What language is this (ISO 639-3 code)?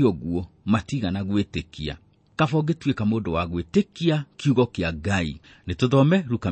kik